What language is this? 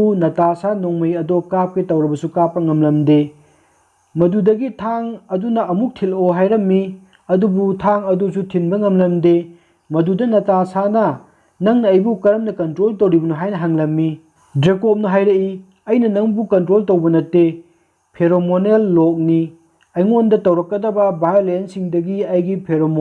Manipuri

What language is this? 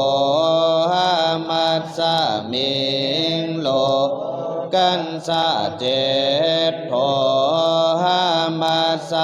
Pali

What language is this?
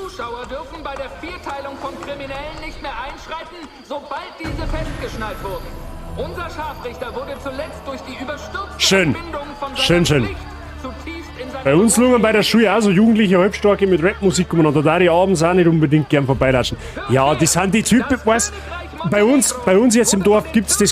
Bavarian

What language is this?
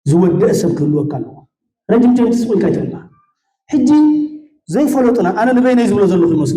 Tigrinya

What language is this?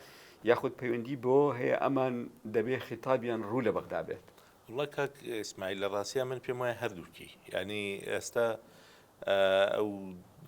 Central Kurdish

